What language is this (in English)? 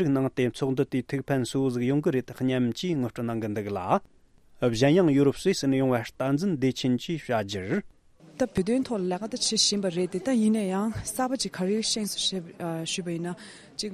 Tibetan